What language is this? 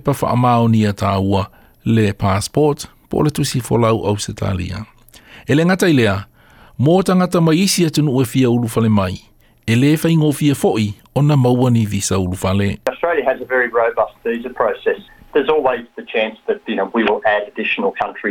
Samoan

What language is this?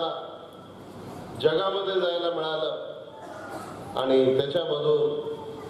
Marathi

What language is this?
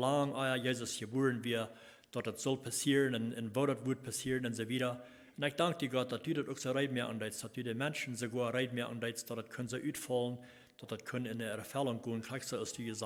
Plautdietsch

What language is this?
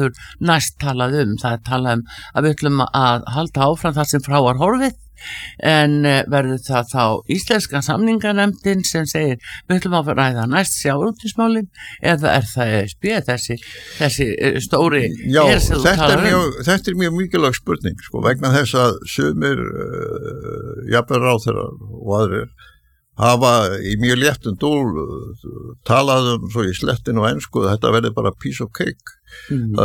Icelandic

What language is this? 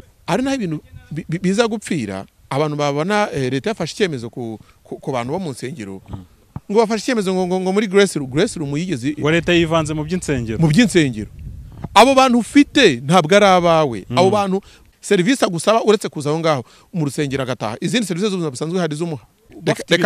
Kinyarwanda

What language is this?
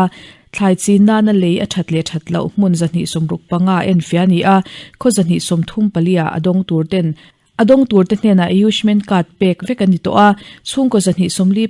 Mizo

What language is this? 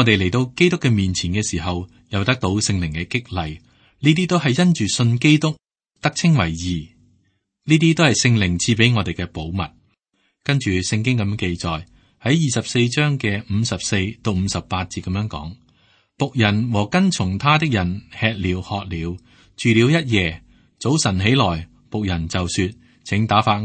Cantonese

